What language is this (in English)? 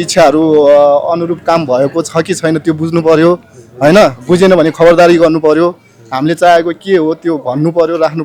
Nepali